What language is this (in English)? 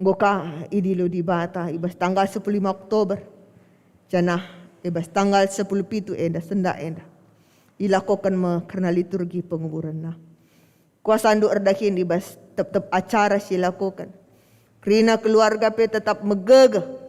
Batak Karo